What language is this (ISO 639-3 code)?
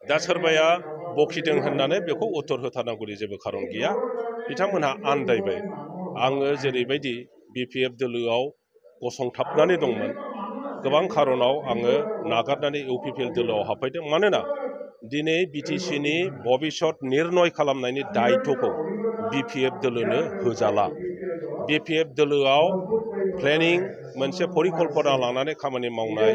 brx